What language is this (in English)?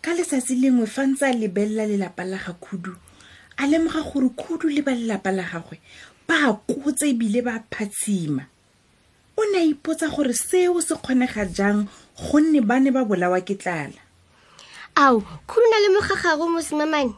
Tswana